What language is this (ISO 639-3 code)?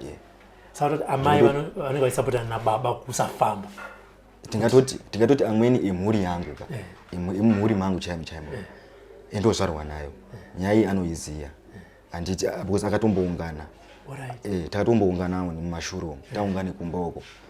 sna